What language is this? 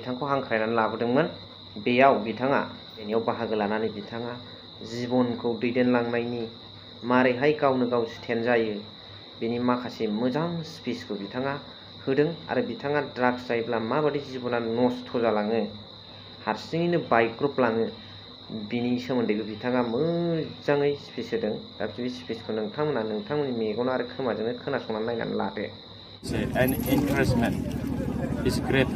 Bodo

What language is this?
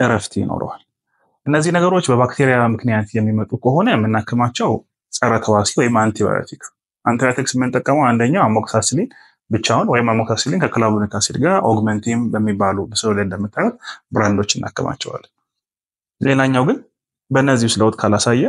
Amharic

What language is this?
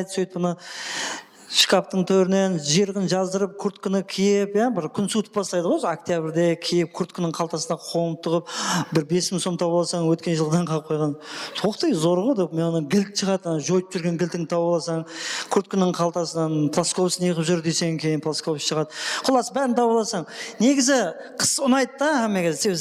Kara-Kalpak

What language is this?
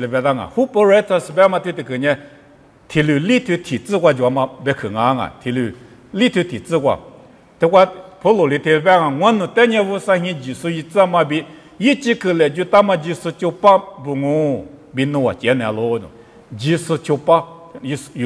Lisu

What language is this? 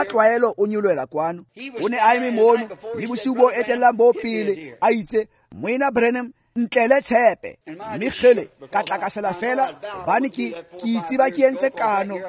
Tswana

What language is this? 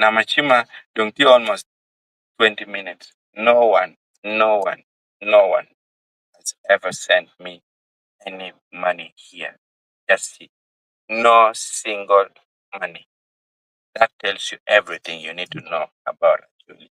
Acoli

